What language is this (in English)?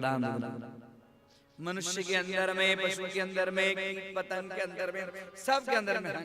Maithili